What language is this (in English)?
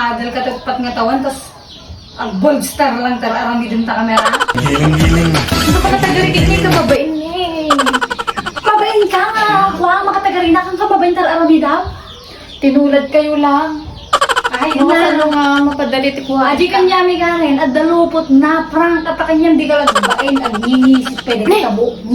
Iloko